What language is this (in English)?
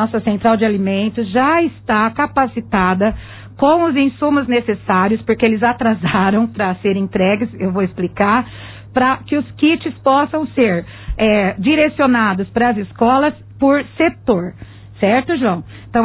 Portuguese